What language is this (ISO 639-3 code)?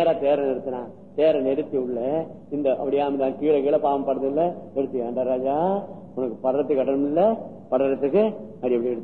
tam